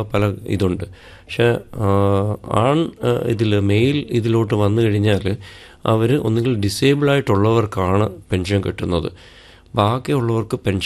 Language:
Malayalam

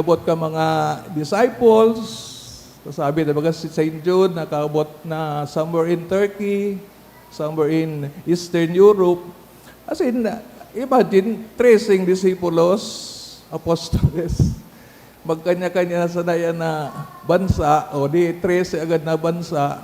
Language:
Bikol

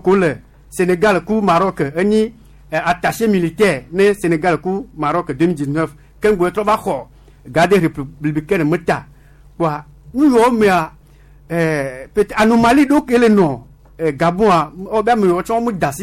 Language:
Gen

